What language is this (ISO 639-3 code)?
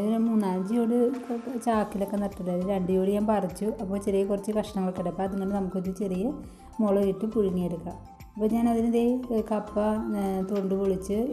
mal